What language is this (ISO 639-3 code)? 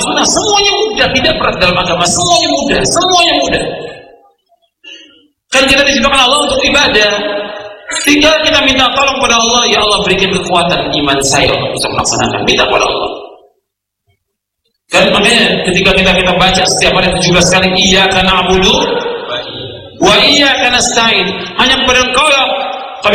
ind